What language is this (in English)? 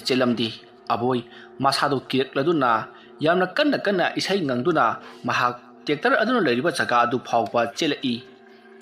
Manipuri